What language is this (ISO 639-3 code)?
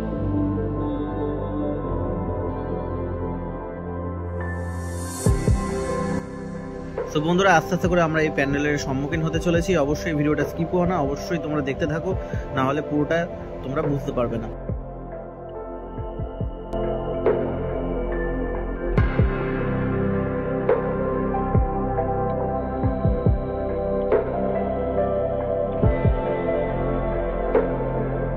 ben